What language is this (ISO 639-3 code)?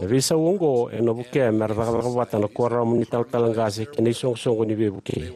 fij